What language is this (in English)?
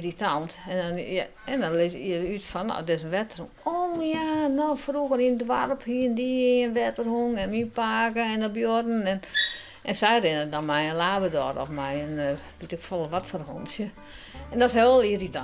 Western Frisian